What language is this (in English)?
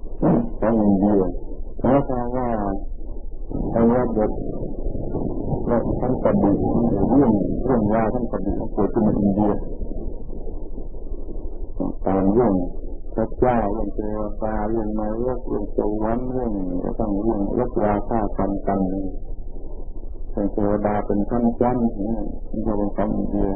Thai